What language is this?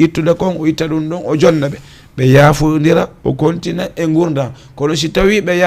Fula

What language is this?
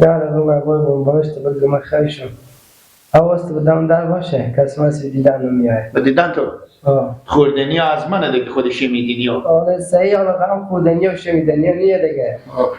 Hazaragi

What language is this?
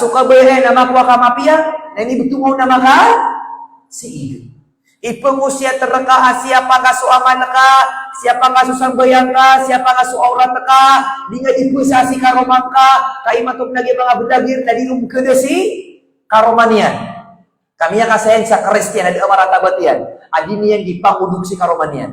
Maranao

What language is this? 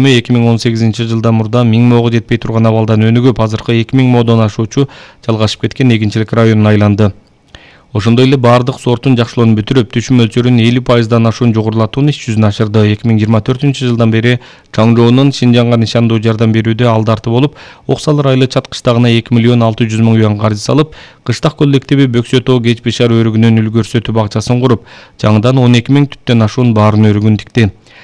Kyrgyz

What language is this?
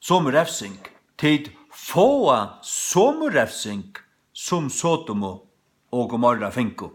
Faroese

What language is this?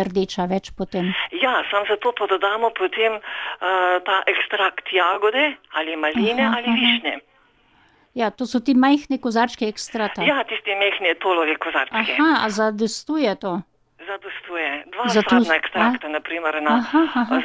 Slovenian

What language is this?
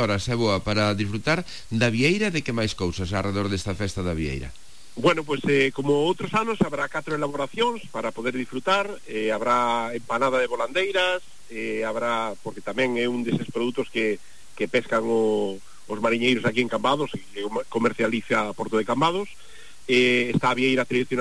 Galician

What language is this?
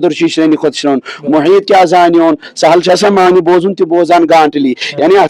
Kashmiri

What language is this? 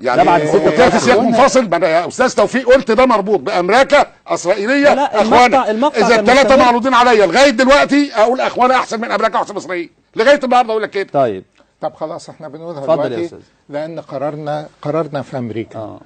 Egyptian Arabic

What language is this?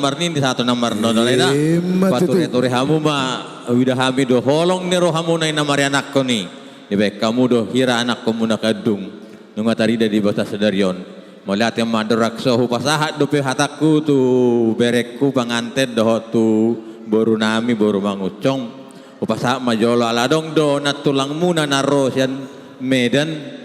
Batak Toba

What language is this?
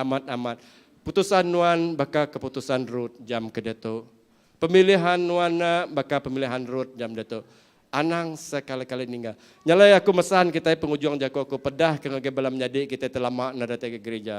Iban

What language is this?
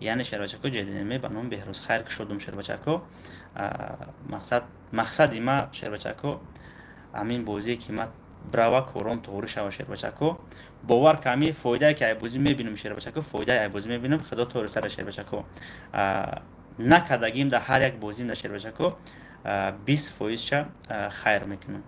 Tajik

